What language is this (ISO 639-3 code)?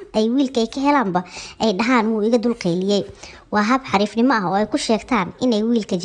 som